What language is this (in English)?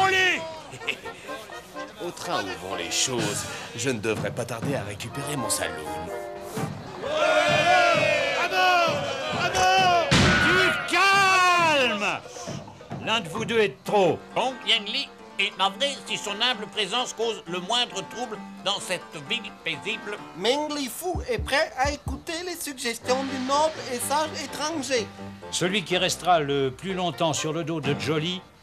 French